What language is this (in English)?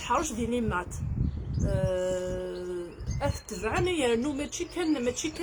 Kabyle